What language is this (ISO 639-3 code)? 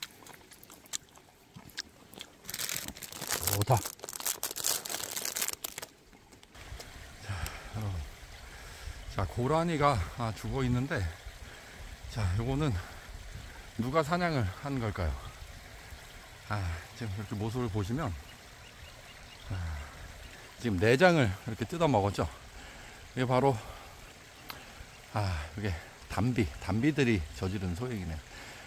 kor